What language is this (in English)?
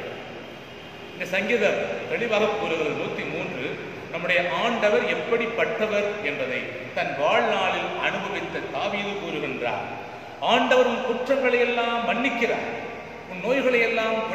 Tamil